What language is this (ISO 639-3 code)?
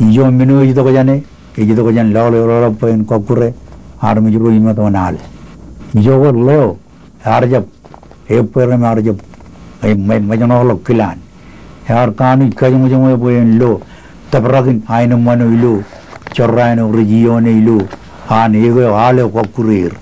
mah